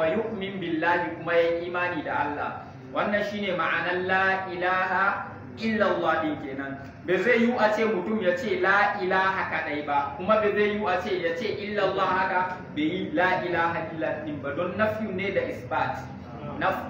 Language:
Hausa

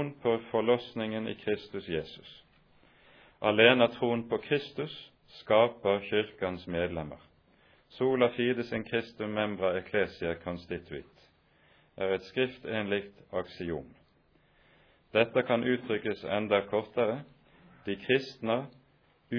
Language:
Norwegian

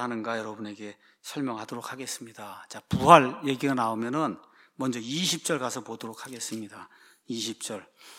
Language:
Korean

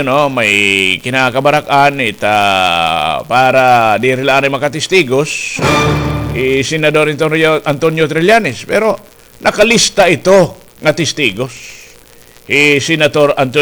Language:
Waray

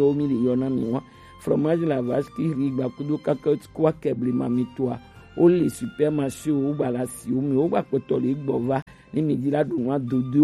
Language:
Gen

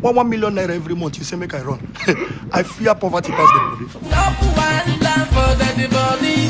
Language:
Nigerian Pidgin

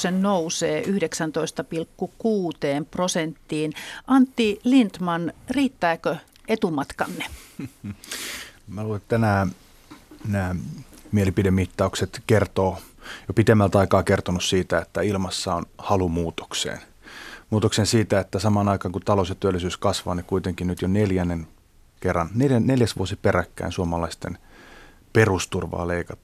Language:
Finnish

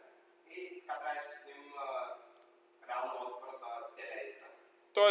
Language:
Bulgarian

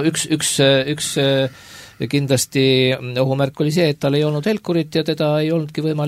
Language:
Estonian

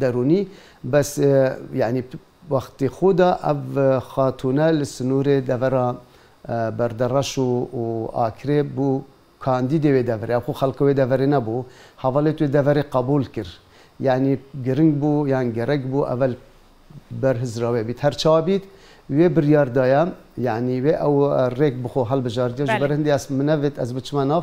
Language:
Kurdish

